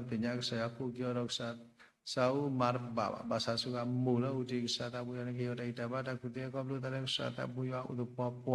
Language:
S'gaw Karen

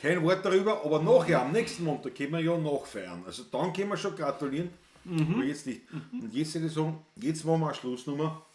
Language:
Bavarian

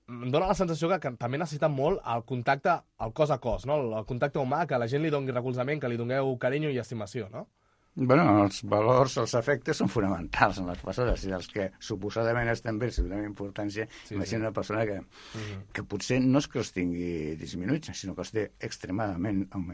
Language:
Catalan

